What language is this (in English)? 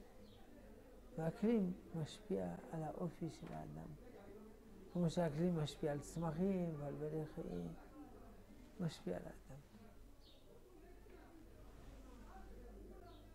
Hebrew